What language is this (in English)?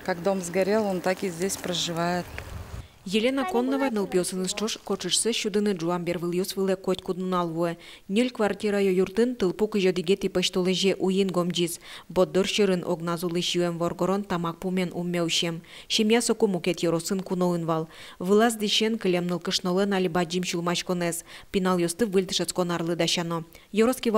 Udmurt